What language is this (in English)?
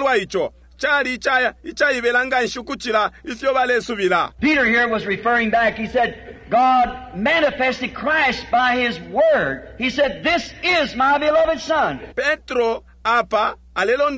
Bemba